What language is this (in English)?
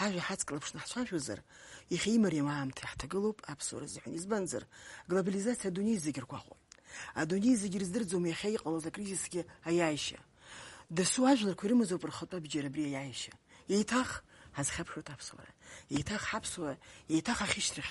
Abkhazian